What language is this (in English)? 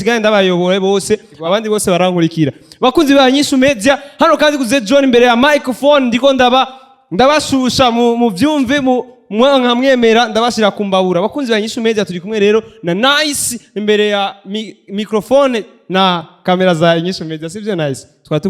Rundi